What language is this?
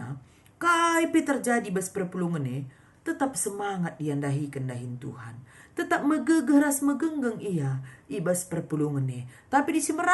Batak Karo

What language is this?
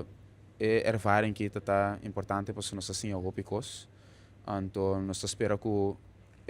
Papiamento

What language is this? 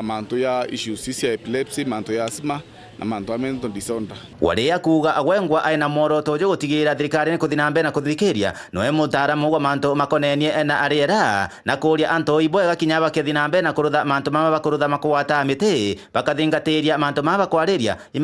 Meru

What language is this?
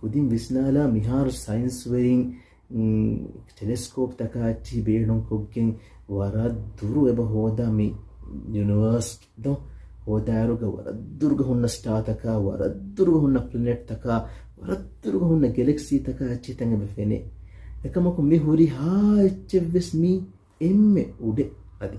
Divehi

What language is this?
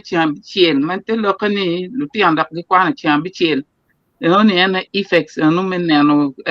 Acoli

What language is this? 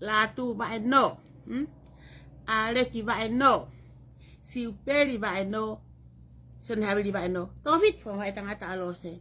Tongan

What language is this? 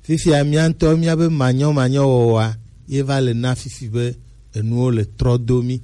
Gen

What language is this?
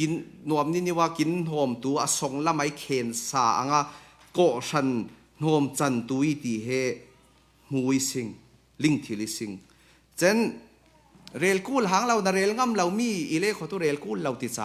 Falam Chin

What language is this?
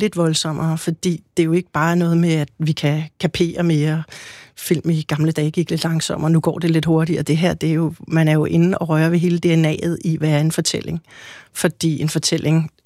Danish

